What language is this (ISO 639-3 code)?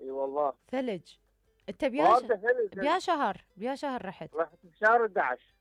acm